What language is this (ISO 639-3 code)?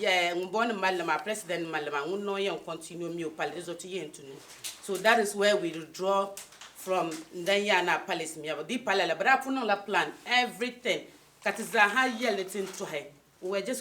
dag